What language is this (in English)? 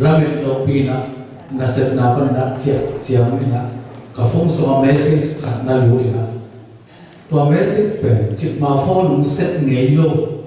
Tedim Chin